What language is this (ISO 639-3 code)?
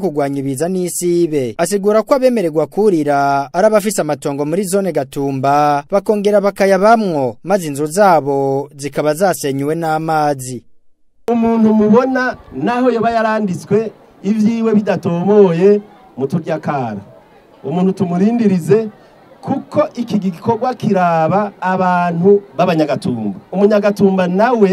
run